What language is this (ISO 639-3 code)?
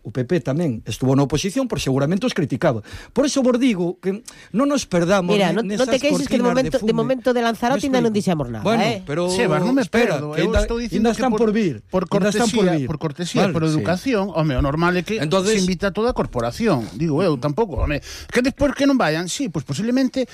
glg